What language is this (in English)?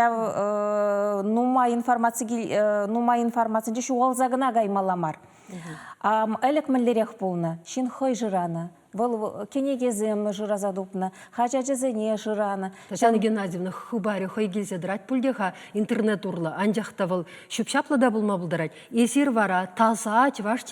Chuvash